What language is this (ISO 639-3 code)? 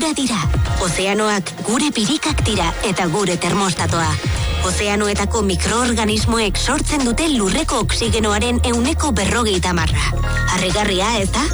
eus